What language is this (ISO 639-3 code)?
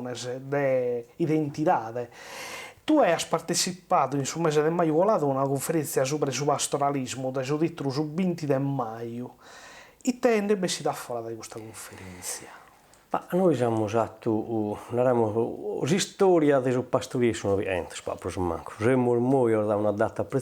srd